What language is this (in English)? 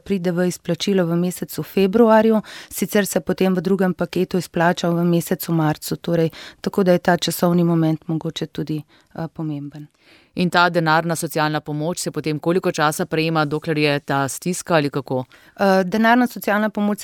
Slovenian